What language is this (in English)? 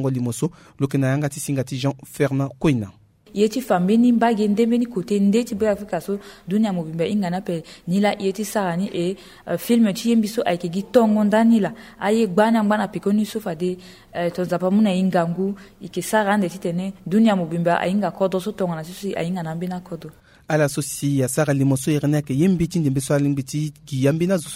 Sango